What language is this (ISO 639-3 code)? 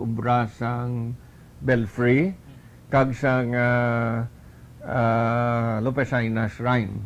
hil